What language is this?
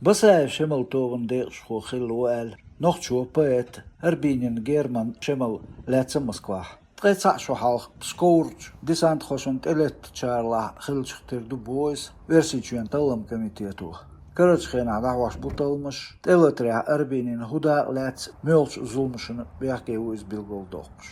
Chechen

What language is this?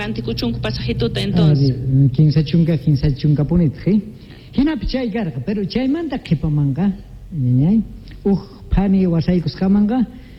South Bolivian Quechua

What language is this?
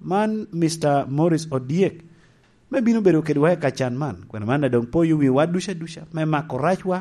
Lango (Uganda)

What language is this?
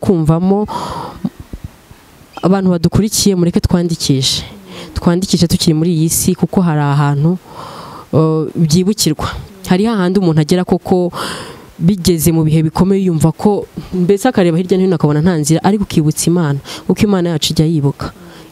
Kinyarwanda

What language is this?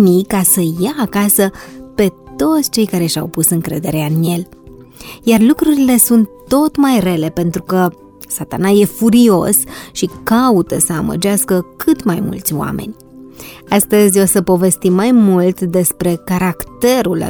Romanian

